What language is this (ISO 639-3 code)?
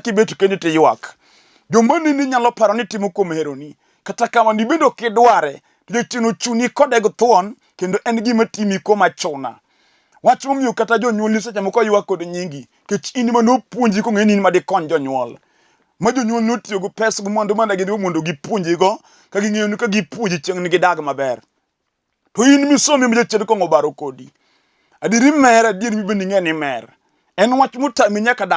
luo